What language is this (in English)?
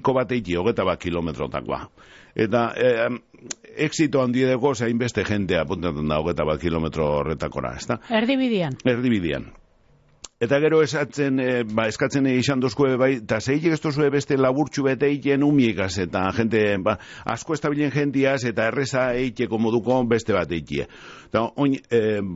Basque